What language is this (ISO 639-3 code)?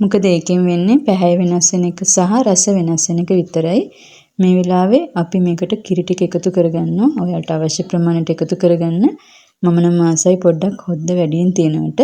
sin